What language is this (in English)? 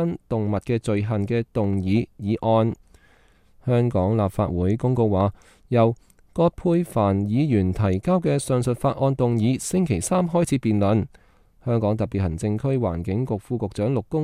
Cantonese